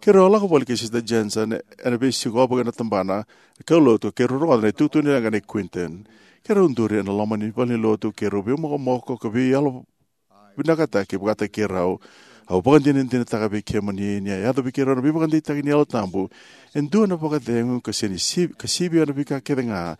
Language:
Fijian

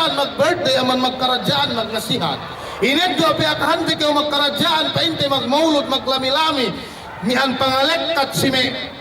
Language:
Yakan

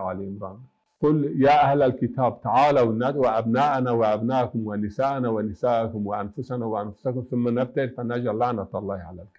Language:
Zaza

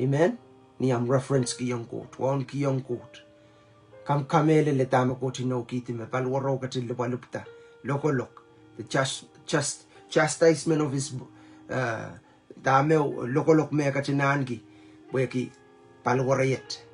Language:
Pohnpeian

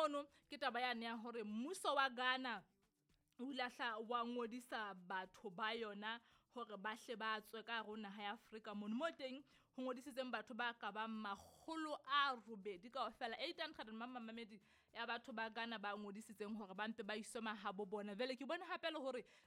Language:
Southern Sotho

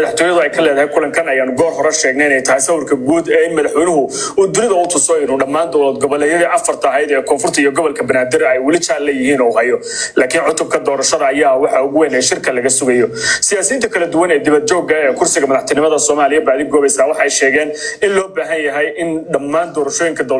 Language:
Somali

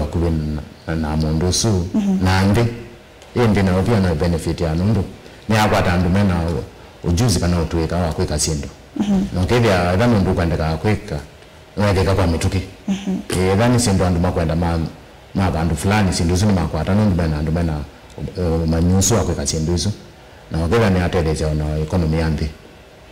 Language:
Kamba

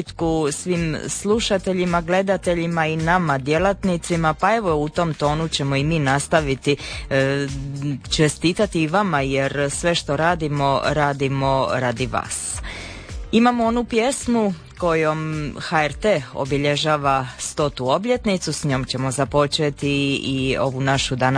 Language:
Croatian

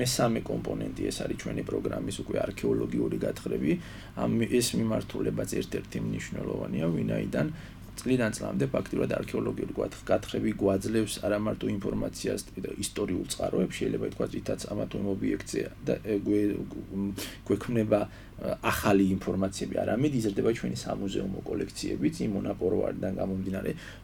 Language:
Georgian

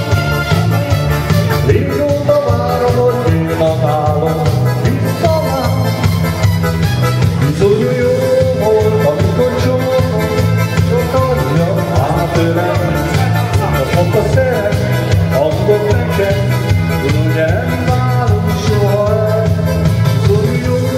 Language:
Hungarian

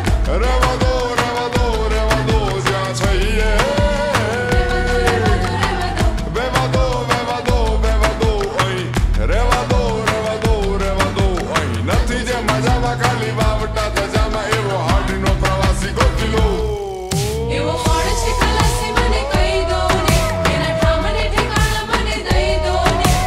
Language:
Gujarati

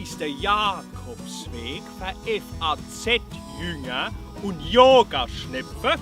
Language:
Palatine German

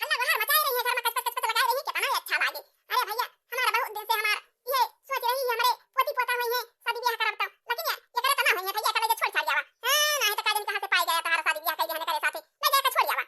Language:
Awadhi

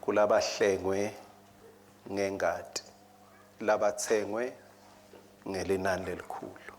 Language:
Swati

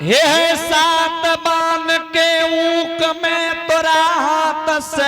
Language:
Angika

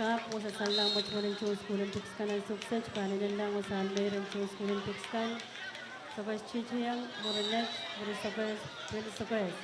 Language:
Pohnpeian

